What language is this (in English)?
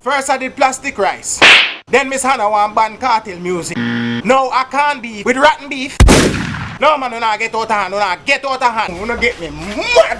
Jamaican Creole English